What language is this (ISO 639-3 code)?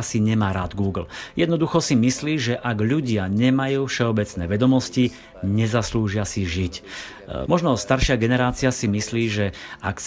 slk